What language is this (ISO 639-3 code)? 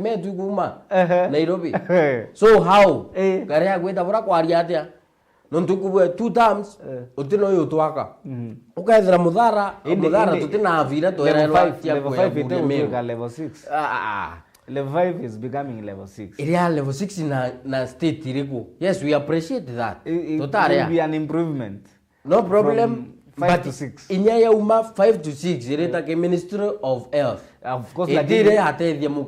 mer